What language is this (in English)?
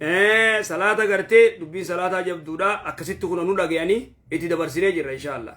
Oromo